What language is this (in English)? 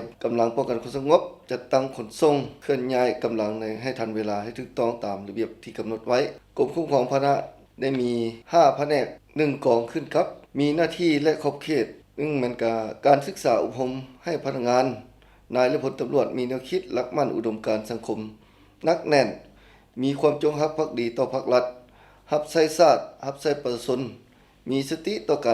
Lao